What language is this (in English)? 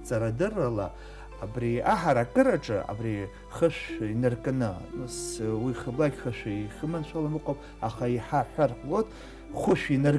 Abkhazian